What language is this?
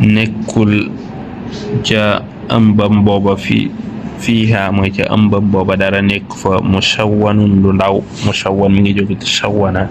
Wolof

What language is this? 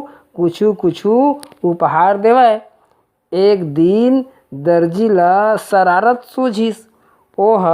Chhattisgarhi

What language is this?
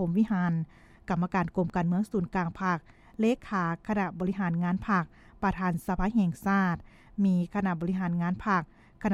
Lao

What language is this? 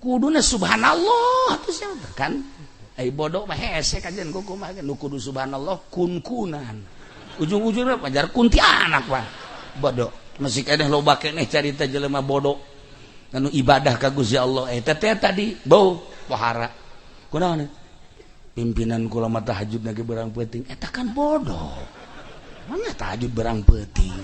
Sundanese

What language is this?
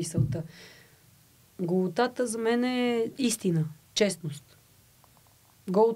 Bulgarian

